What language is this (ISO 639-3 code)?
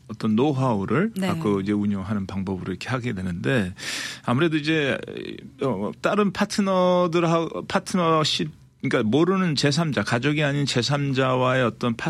kor